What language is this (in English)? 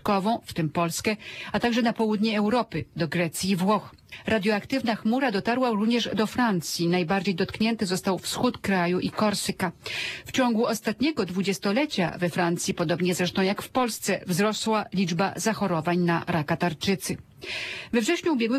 Polish